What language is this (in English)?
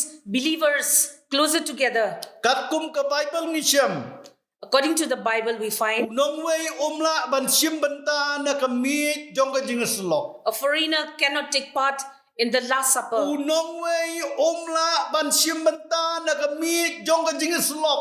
Khasi